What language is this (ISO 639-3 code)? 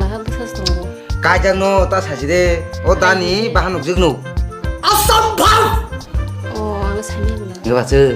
trp